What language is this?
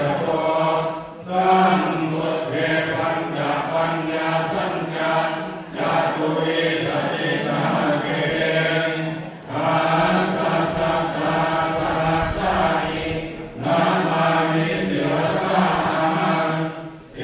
Pali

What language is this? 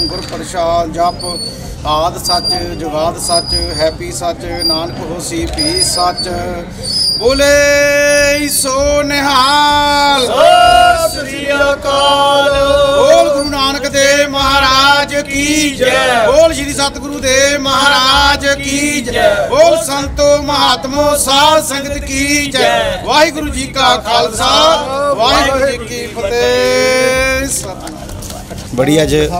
Punjabi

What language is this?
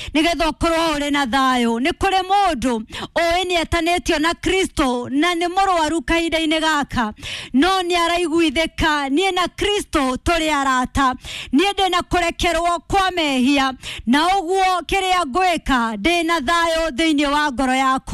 Kikuyu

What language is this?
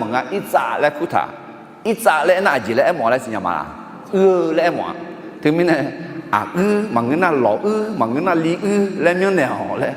Akha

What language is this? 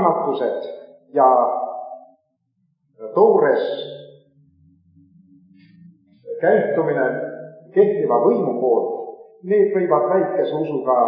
Estonian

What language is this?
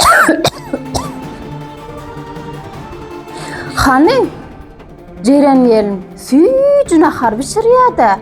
Turkmen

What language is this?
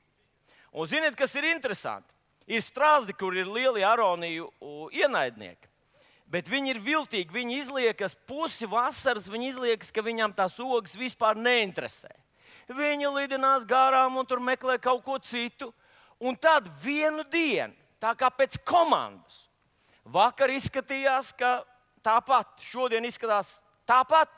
Latvian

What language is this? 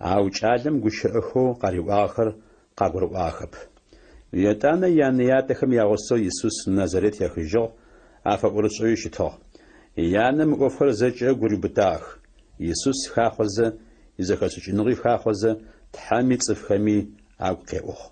Adyghe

